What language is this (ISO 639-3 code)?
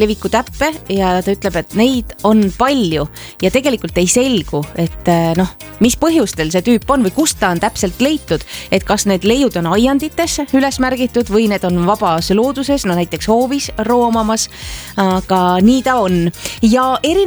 est